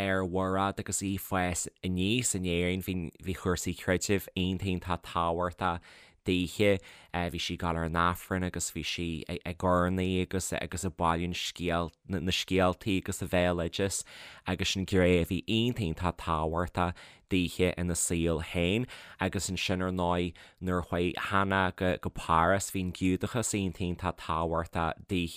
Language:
Irish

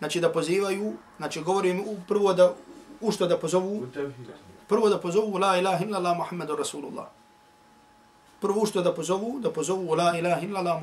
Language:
Bosnian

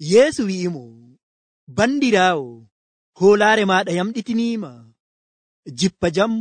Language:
Nigerian Fulfulde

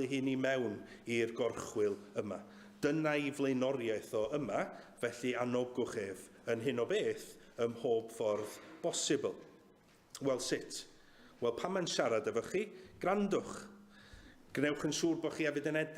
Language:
Welsh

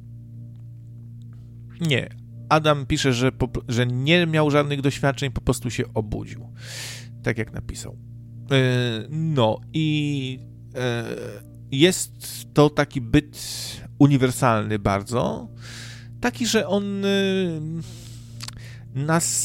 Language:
Polish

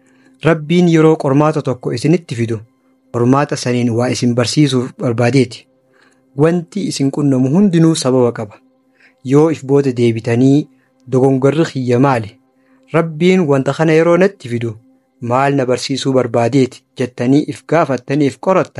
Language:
Oromo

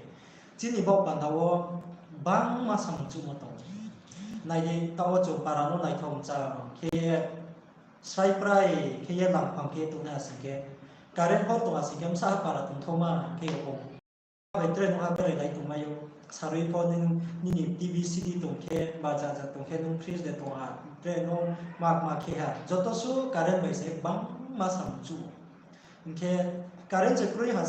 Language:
Riang (India)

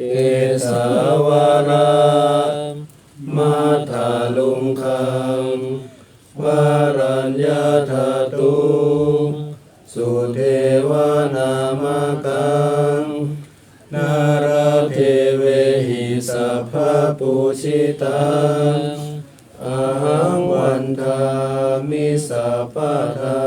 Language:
Pali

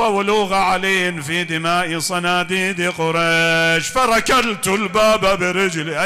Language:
Mesopotamian Arabic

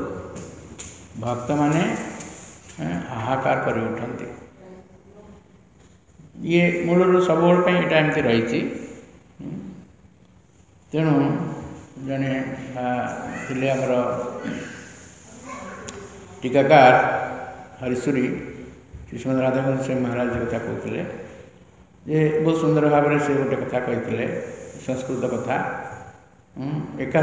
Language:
Odia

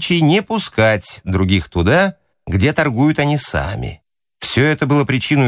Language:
Russian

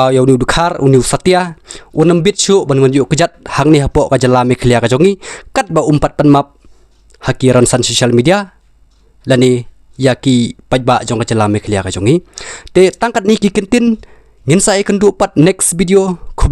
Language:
Khasi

